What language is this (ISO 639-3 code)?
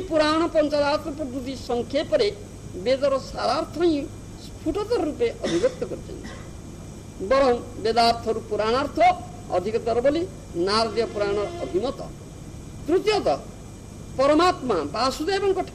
ori